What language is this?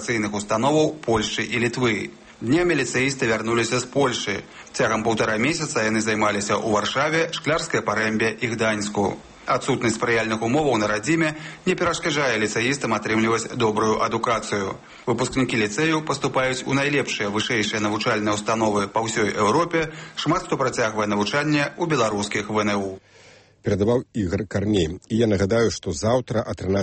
Belarusian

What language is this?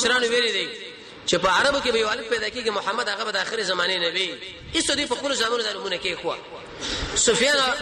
Pashto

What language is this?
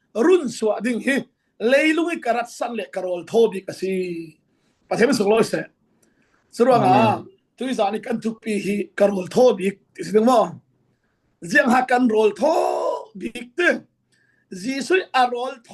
Falam Chin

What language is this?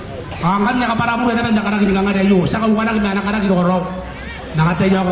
Gilbertese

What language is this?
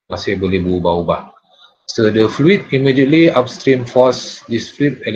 Malay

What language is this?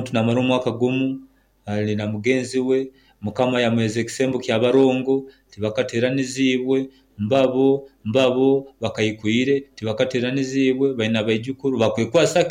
Nyoro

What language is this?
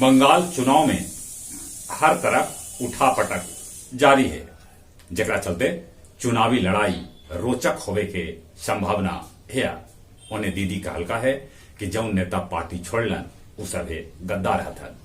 Magahi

